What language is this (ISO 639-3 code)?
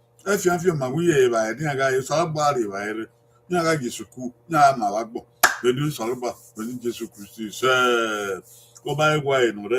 bin